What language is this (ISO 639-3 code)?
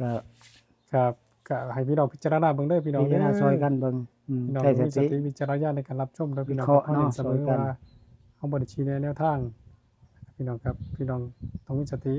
tts